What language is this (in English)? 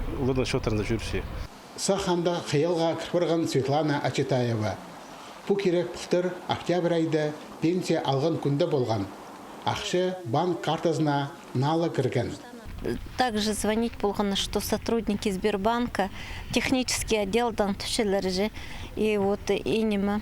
Khakas